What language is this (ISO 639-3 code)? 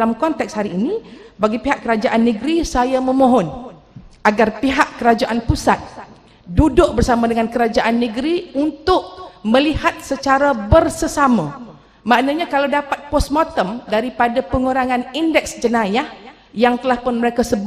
msa